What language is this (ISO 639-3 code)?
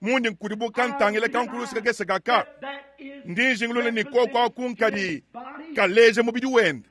lua